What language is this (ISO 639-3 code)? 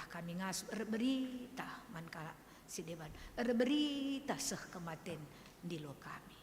btx